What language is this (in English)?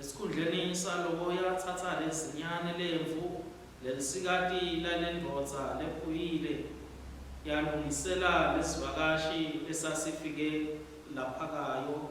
Swati